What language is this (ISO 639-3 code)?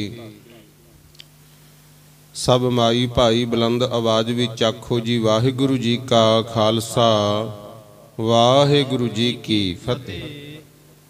pan